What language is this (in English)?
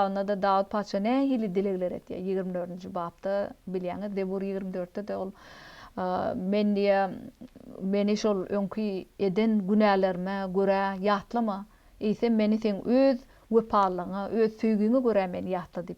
Turkmen